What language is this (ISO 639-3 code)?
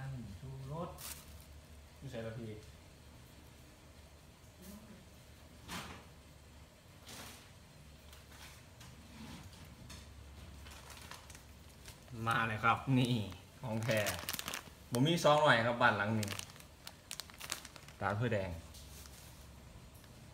tha